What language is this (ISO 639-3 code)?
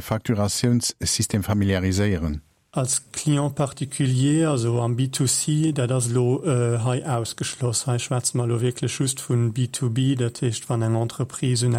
ltz